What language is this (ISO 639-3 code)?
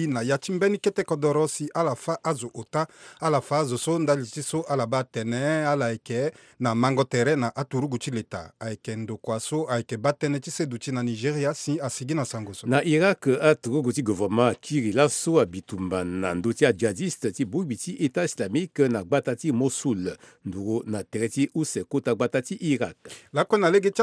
sag